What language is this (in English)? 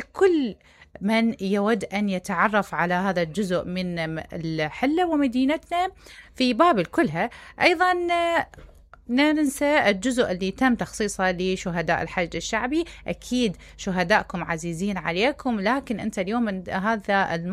Mesopotamian Arabic